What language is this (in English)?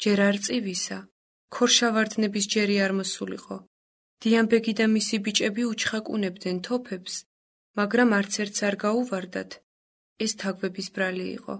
Georgian